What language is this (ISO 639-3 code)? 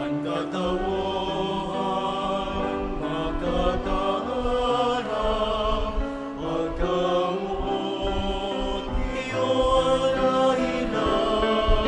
bik